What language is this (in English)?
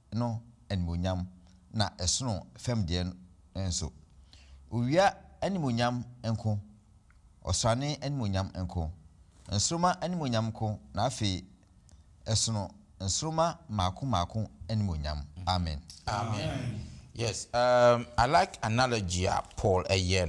Akan